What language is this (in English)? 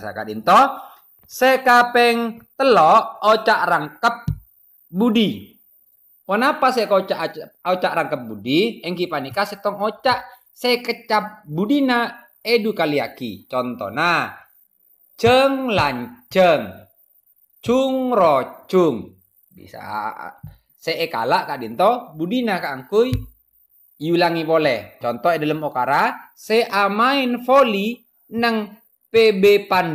Madurese